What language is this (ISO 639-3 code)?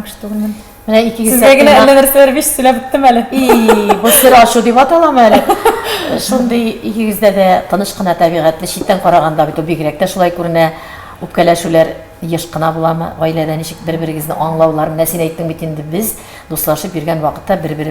tat